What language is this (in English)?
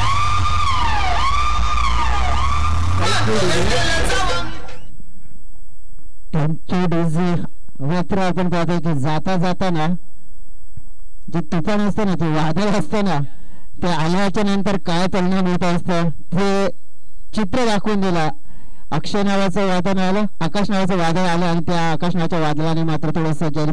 Marathi